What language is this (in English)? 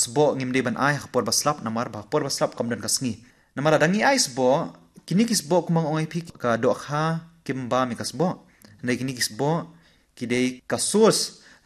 Khasi